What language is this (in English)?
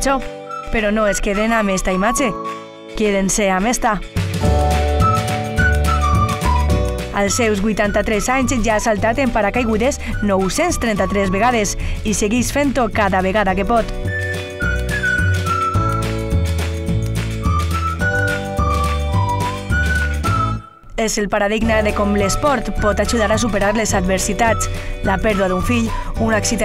Catalan